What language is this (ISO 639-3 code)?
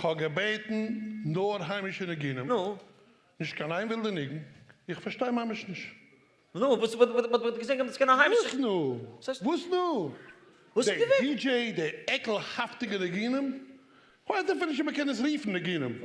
yid